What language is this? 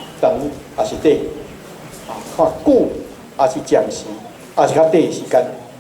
Min Nan Chinese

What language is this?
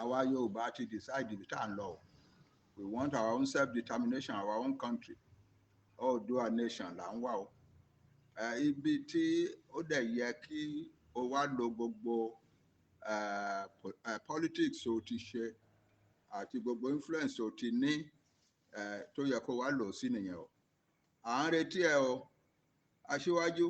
Yoruba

